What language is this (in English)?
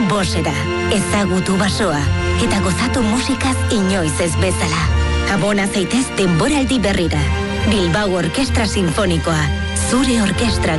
Basque